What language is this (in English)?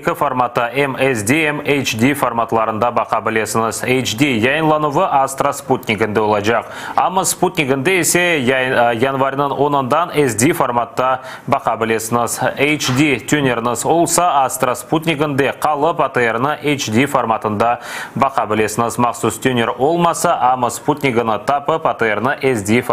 Crimean Tatar